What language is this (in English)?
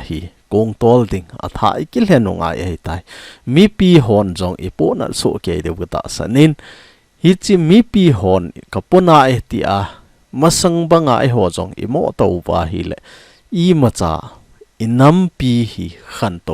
Thado Chin